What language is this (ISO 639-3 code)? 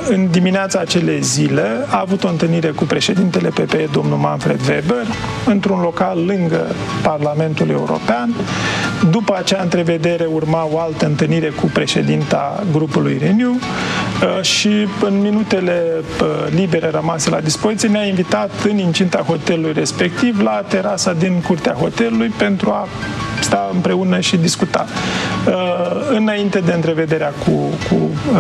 ron